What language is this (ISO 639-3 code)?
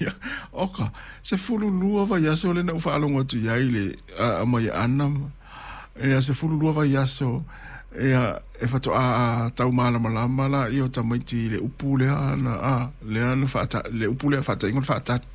smo